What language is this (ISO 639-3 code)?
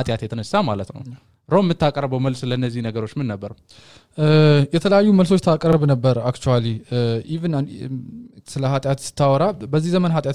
amh